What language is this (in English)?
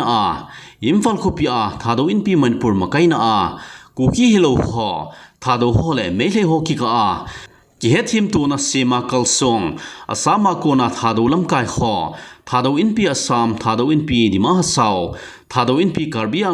Thado Chin